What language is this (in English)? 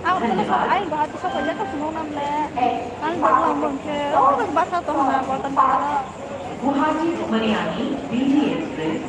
Kok Borok